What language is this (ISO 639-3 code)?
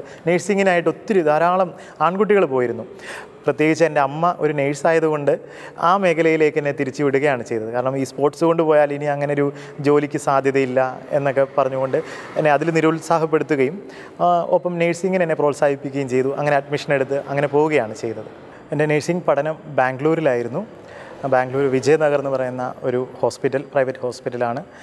mal